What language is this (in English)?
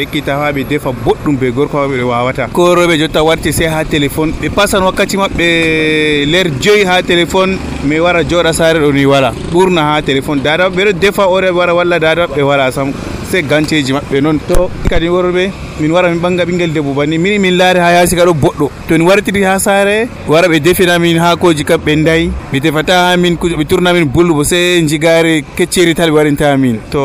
Nigerian Fulfulde